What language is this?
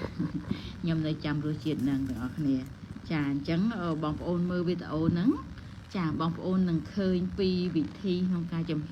Khmer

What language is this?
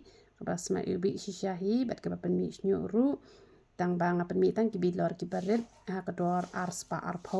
Khasi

